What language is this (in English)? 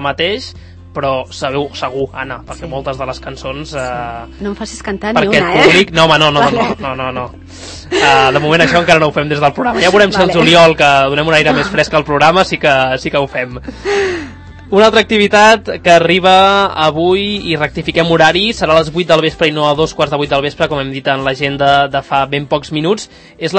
Catalan